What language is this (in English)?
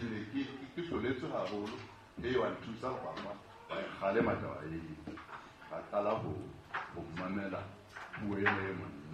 Southern Sotho